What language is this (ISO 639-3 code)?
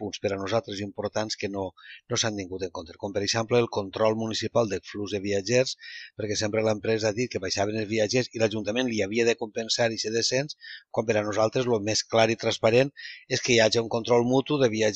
cat